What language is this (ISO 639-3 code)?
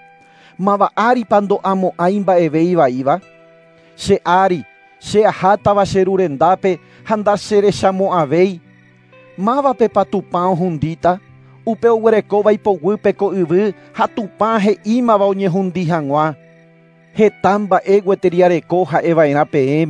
grn